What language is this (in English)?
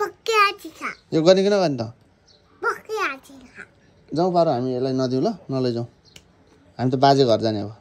Nepali